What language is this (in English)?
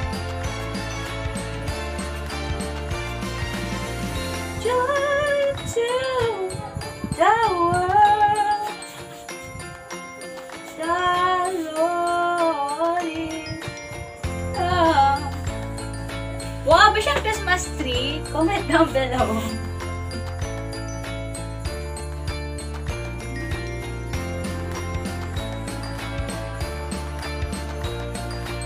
Filipino